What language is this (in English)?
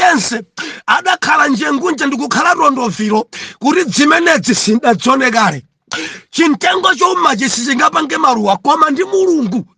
Nyanja